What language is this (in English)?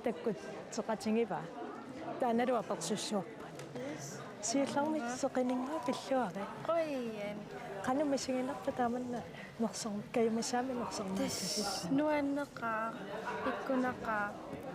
Kalaallisut